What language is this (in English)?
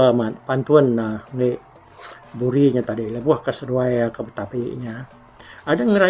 Iban